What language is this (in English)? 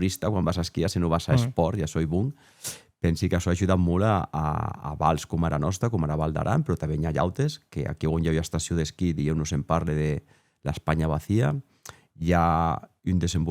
Occitan